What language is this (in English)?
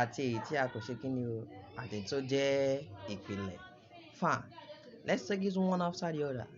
Yoruba